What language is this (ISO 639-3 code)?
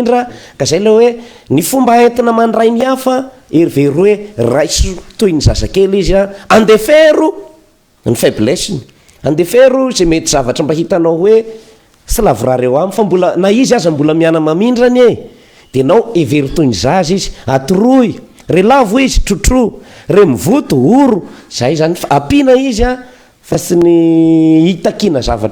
mlg